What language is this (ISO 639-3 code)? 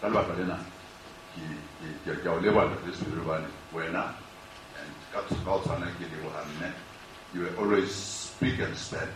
sot